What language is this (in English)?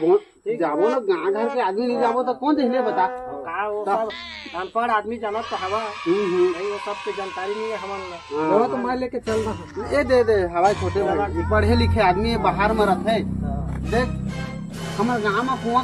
Chhattisgarhi